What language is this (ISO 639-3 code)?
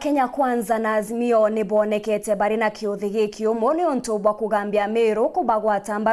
mer